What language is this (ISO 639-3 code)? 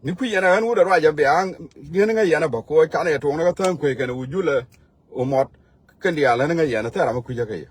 nus